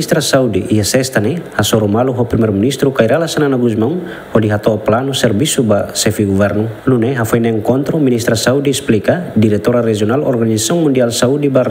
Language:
Tetum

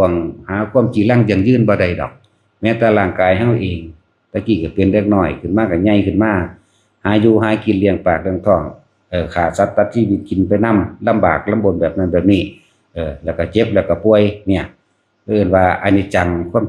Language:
Northeastern Thai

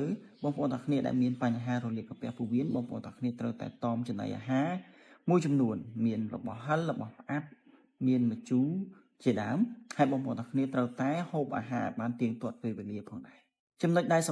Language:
Khmer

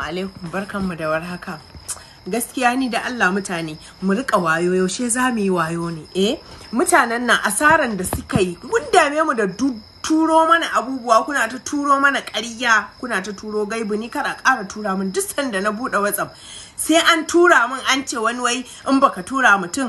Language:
Hausa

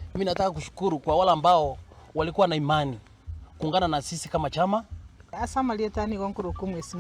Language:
Gusii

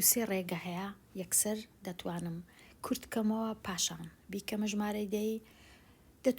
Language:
Central Kurdish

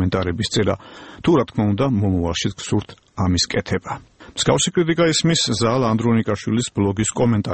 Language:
Georgian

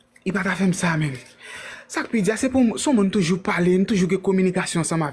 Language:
Haitian Creole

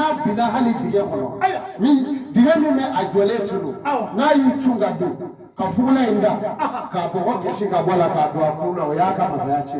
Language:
Bambara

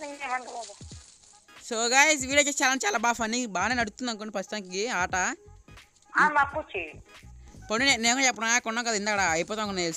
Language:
Telugu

